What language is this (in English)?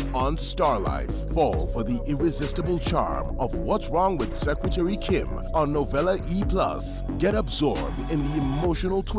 Meru